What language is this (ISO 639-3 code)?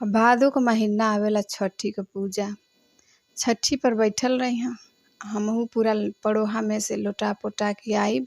bho